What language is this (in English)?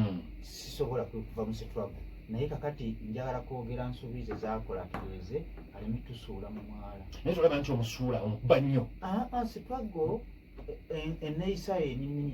Ganda